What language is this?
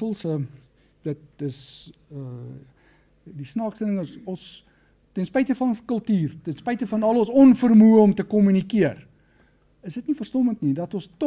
Afrikaans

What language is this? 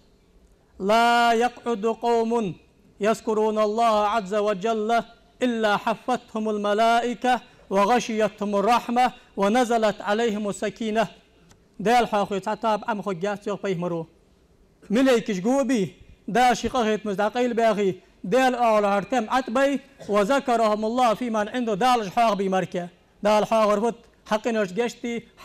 Ingush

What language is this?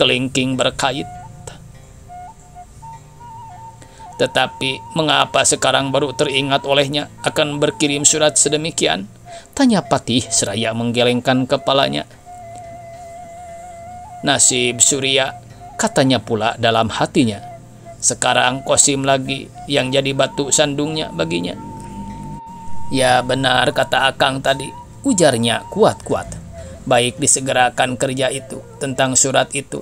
Indonesian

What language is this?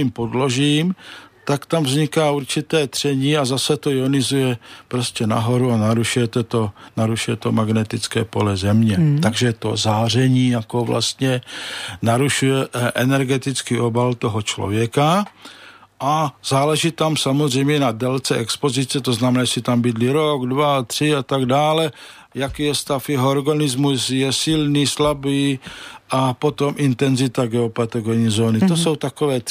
Czech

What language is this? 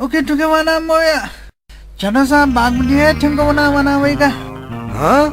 Newari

